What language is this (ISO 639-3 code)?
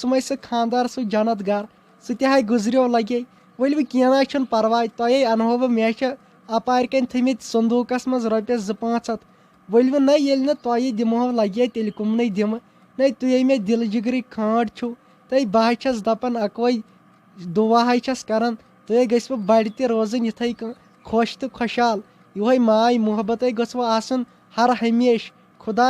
kas